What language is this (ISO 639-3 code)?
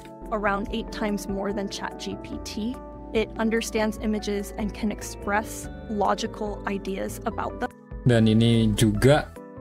ind